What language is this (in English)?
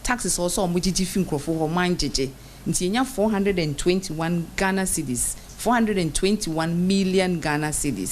Akan